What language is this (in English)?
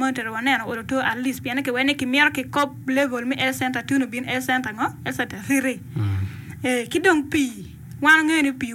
Acoli